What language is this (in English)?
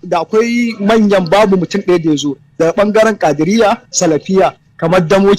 Hausa